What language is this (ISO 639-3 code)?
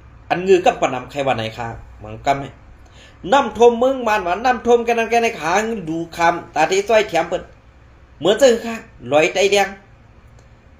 shn